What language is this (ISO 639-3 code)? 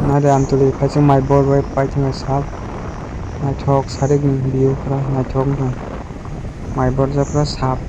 trp